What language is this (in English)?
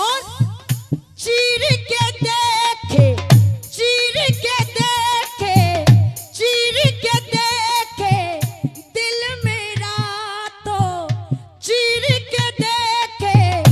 Hindi